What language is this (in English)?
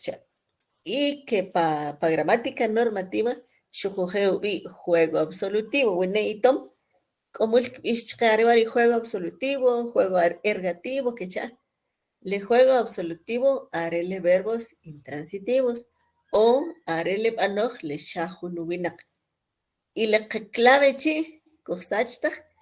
Kʼicheʼ